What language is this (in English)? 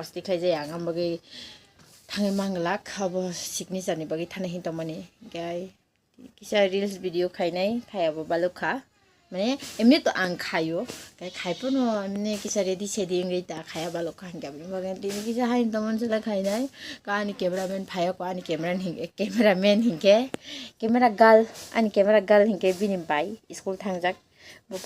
Kok Borok